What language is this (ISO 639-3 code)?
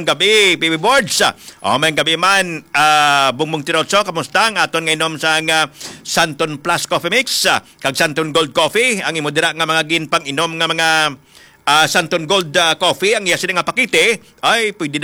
hil